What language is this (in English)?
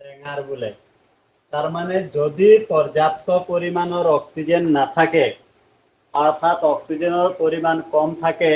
Assamese